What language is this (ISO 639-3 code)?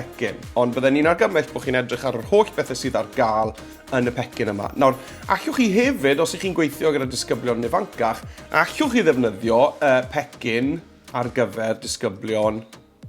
cym